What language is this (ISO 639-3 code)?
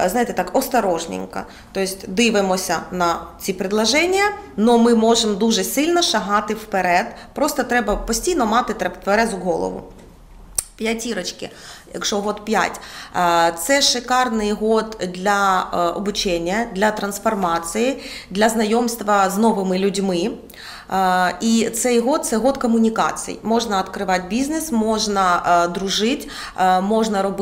ukr